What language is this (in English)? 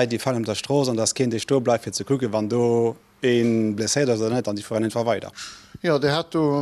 Luxembourgish